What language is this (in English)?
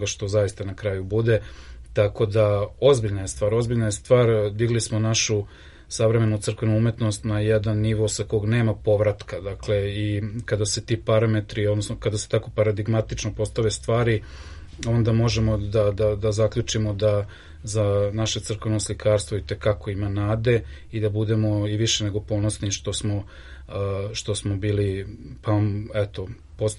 Serbian